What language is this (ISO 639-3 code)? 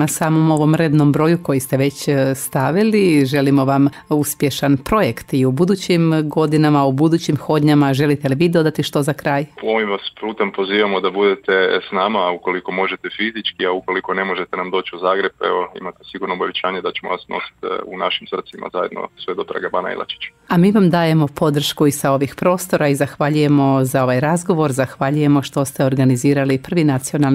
hrv